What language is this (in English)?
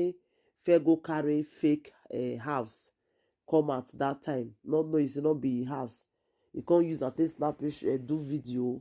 Nigerian Pidgin